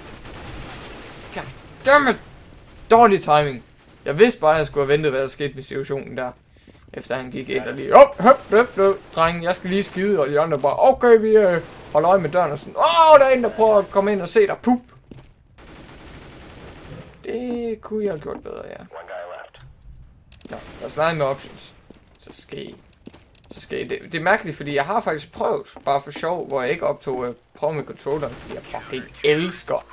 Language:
Danish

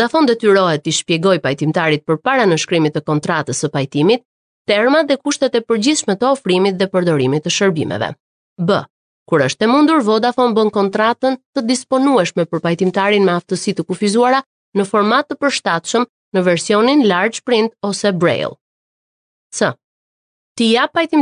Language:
Albanian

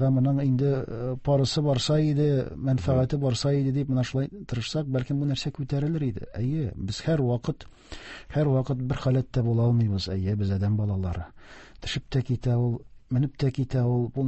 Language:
Tatar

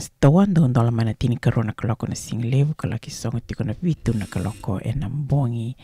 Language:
Fijian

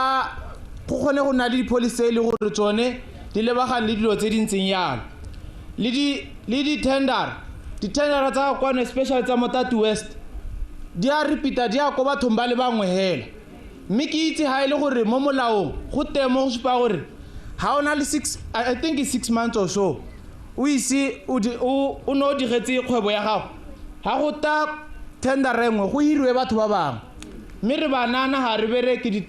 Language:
Tswana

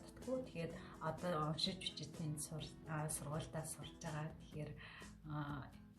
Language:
Mongolian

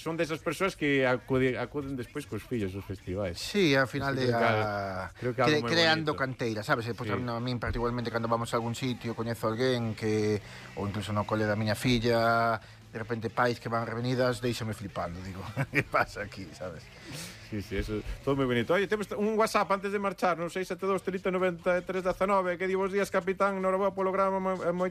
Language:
Galician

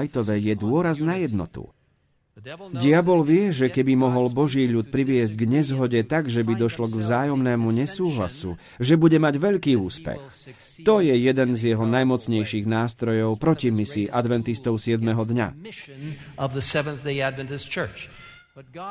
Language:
Slovak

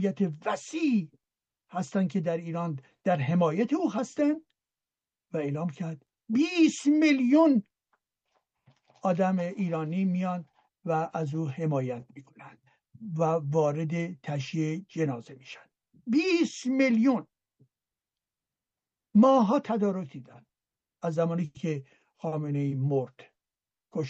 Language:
Persian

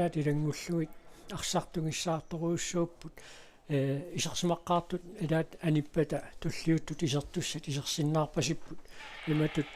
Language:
Kalaallisut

